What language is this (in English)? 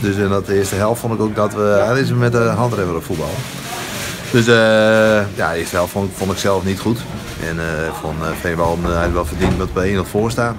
Western Frisian